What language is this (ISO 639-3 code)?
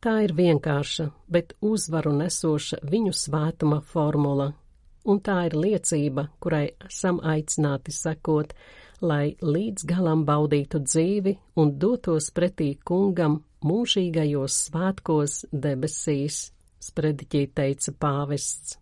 lav